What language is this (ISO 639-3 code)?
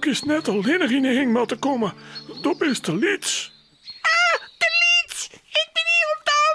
fry